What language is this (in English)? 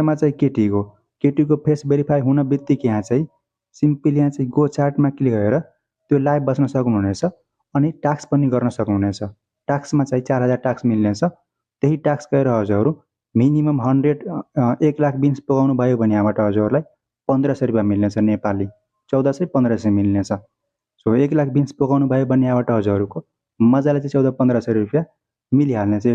Nepali